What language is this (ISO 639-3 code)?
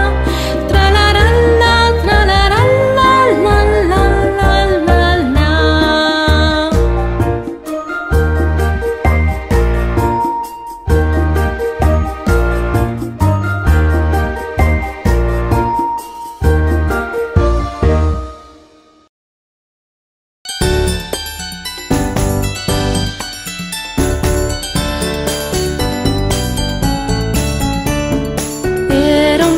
cat